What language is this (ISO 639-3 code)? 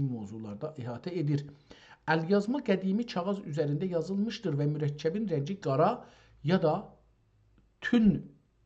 azb